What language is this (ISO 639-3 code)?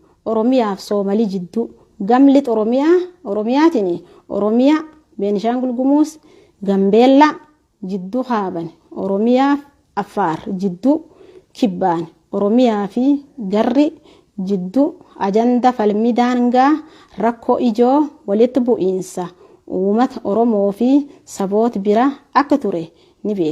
orm